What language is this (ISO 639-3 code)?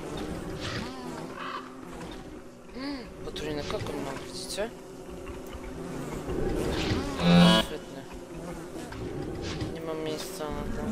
pol